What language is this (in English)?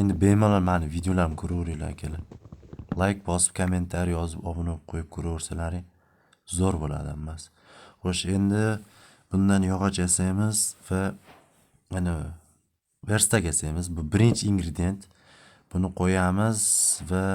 Uzbek